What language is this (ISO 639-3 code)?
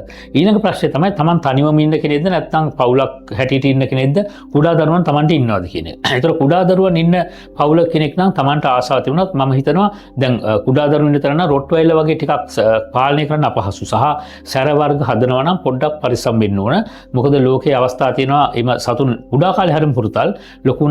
sin